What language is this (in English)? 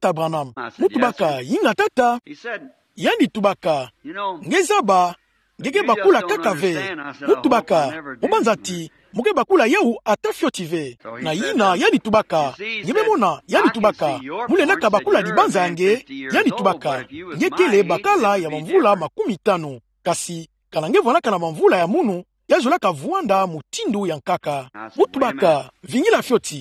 Kituba (Democratic Republic of Congo)